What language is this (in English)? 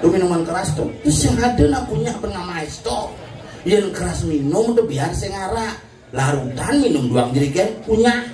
Balinese